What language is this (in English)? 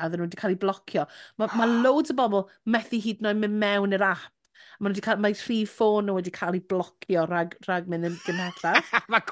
Welsh